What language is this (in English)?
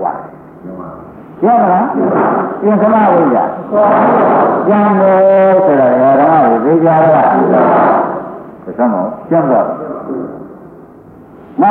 Burmese